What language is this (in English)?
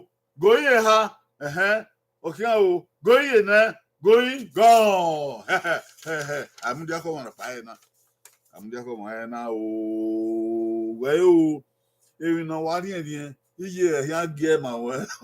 Bini